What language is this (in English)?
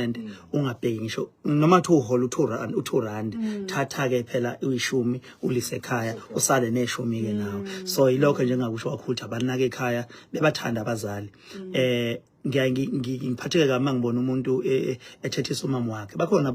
Zulu